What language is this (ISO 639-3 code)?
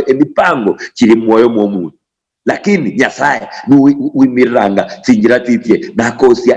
luy